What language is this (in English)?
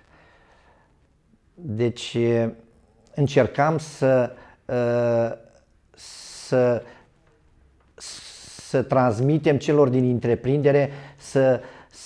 Romanian